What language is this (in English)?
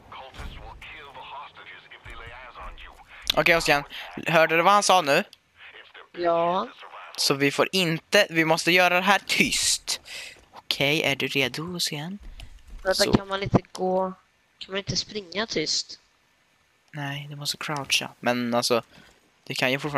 Swedish